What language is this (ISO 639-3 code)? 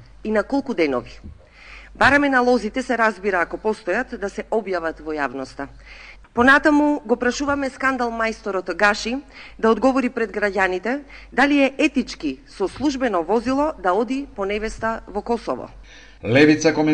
mkd